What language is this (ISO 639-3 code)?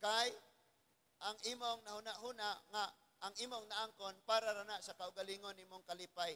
ceb